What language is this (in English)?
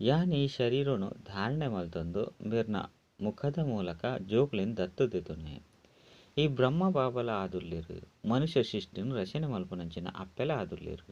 Tulu